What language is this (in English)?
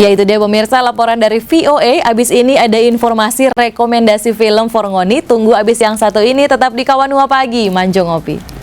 Manado Malay